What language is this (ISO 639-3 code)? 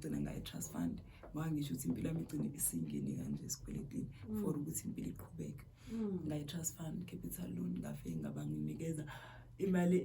zul